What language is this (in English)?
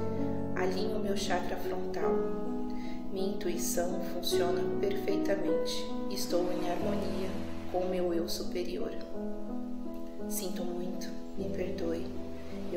Portuguese